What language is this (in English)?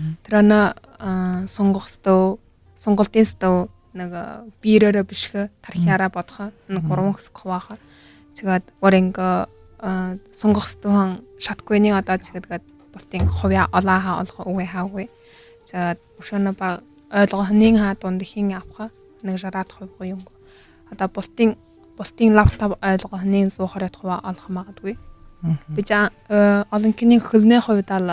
Buriat